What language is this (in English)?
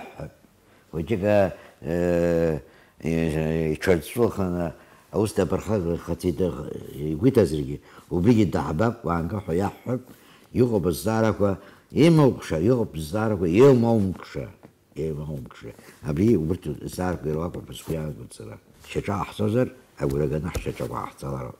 Abkhazian